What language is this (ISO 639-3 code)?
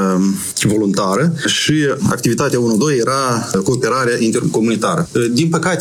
ron